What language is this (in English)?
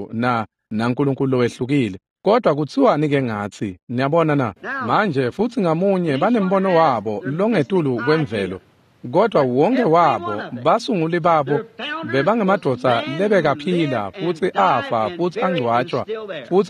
Swati